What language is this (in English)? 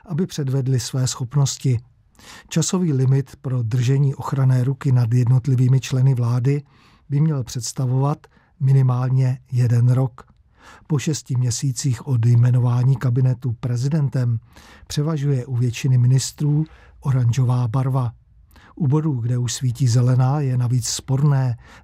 Czech